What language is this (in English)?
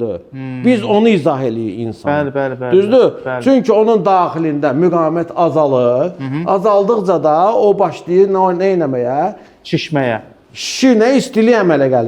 Azerbaijani